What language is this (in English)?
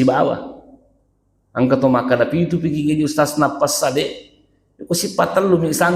Buginese